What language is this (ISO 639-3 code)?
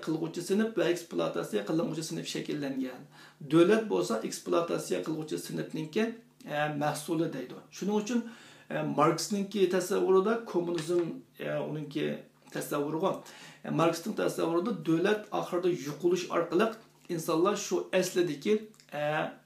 uig